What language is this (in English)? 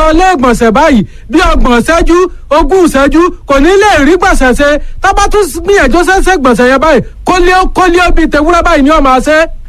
Yoruba